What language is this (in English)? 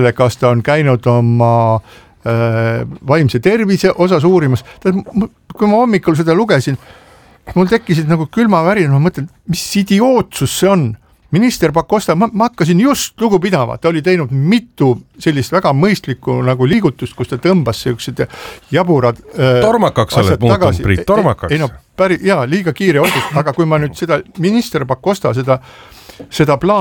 Estonian